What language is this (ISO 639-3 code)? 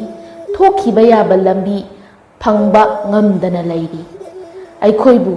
mni